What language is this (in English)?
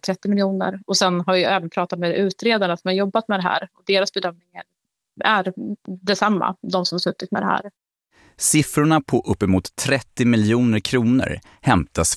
Swedish